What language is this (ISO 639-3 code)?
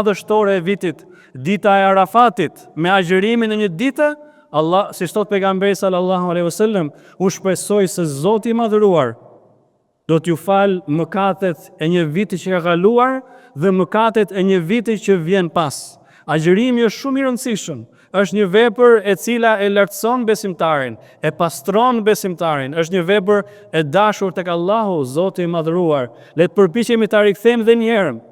sqi